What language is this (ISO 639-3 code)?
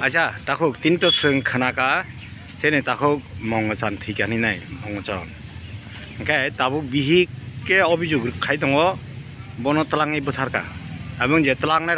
trp